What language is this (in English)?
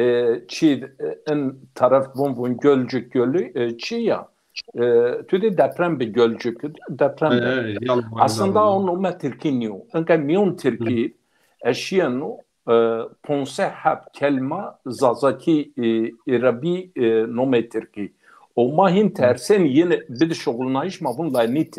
Zaza